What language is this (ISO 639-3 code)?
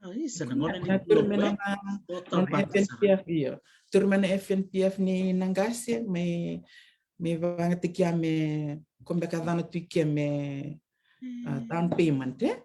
fij